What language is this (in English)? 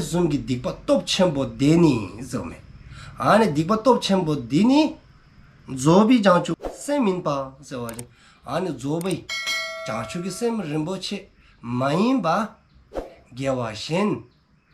Dzongkha